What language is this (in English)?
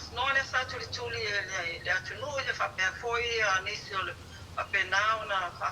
Samoan